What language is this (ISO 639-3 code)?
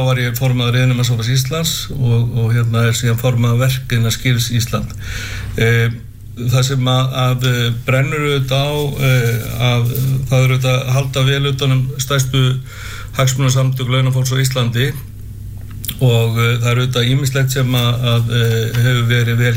isl